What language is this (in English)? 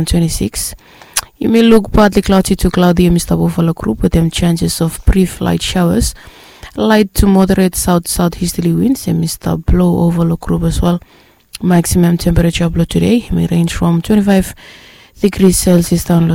Bislama